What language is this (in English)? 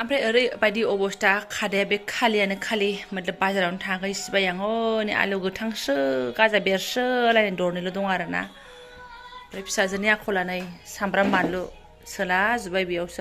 Bodo